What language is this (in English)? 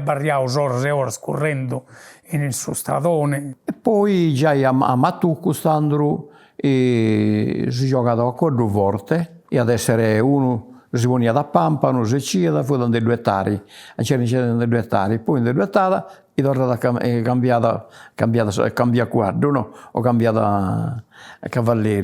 Sardinian